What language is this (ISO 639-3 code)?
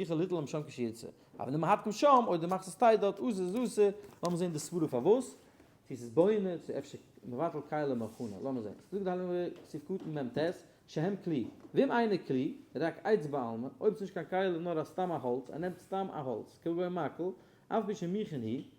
yid